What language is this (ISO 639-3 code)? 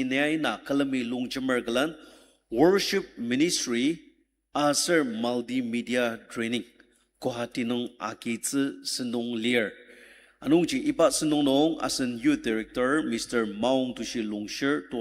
njo